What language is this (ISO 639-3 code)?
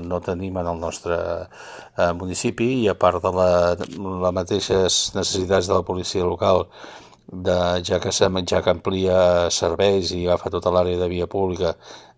cat